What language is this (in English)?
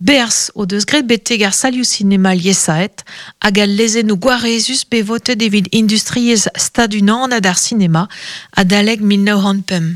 Breton